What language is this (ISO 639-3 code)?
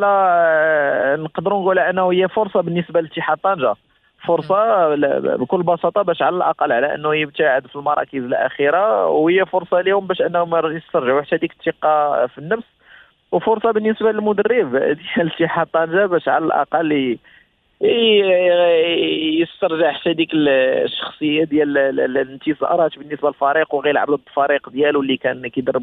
ary